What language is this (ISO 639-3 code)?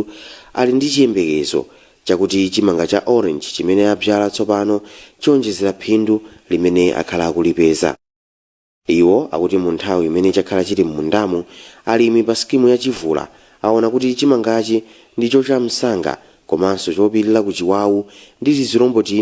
nya